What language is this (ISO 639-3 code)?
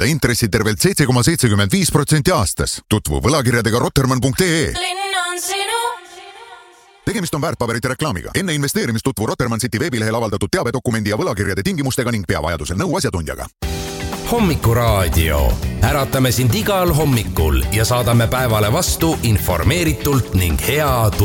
est